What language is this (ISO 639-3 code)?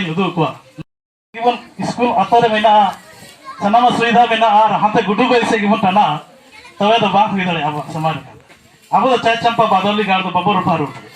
sat